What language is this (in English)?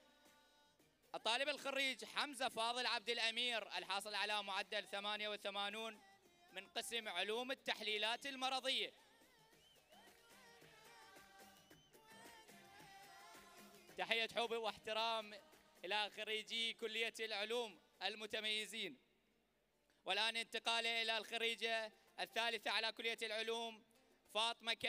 Arabic